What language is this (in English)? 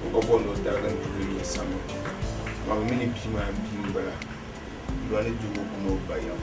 Dagbani